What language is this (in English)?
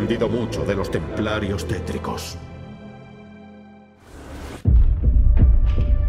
Spanish